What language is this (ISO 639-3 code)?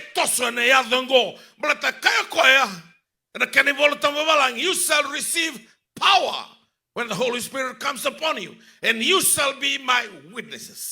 fij